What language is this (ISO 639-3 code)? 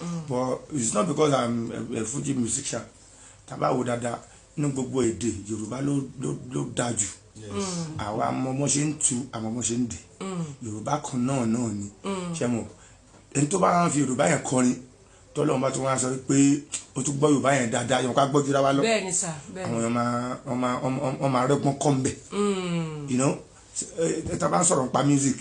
yor